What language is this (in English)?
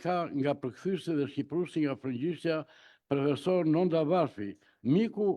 Albanian